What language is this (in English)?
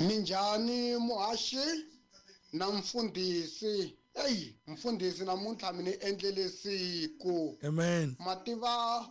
Tsonga